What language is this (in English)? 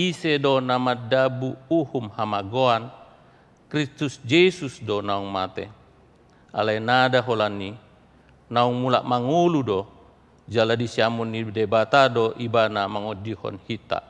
Batak Toba